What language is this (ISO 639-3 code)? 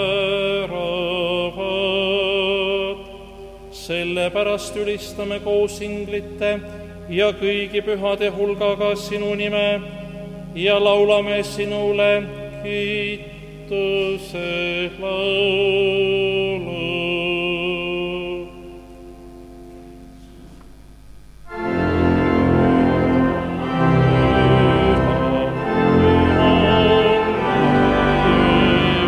est